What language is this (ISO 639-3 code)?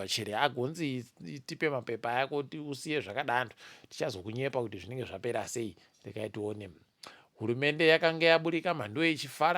ndc